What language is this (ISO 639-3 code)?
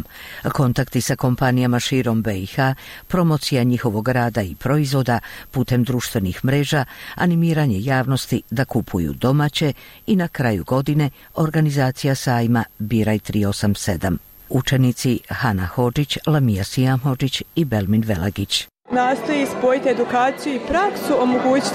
bos